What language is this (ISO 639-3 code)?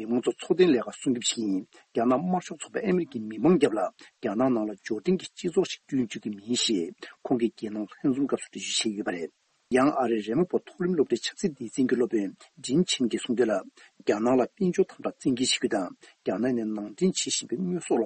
bod